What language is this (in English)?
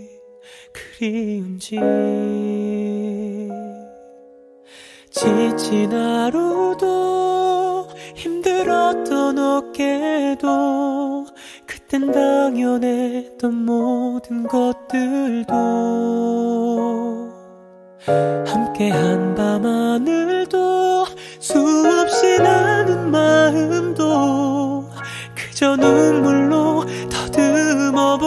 Korean